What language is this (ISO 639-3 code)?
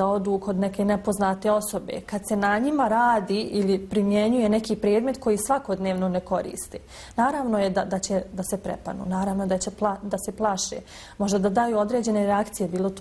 bos